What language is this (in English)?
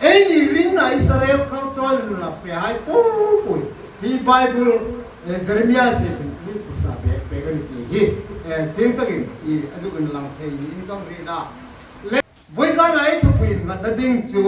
Hmar